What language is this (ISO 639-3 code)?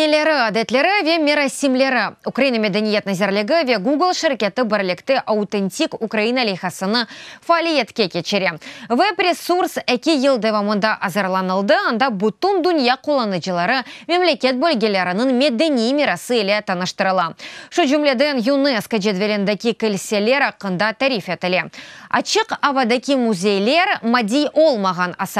crh